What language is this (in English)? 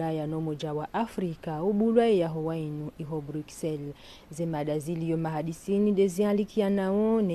Ngazidja Comorian